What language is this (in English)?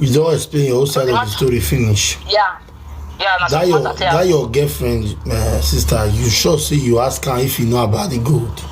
Nigerian Pidgin